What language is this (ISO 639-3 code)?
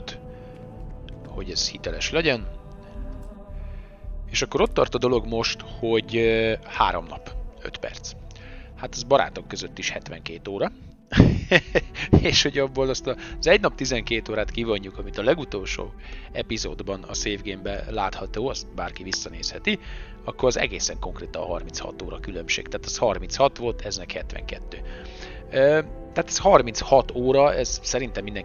hun